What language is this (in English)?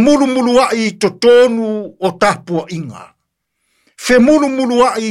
Samoan